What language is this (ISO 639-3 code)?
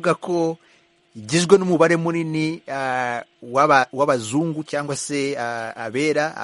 kin